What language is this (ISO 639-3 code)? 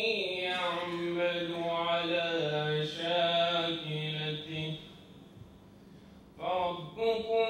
fas